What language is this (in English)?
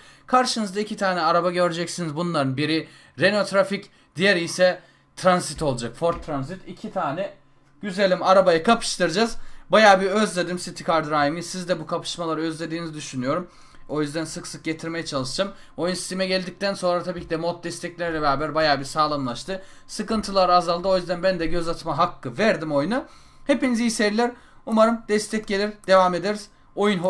Turkish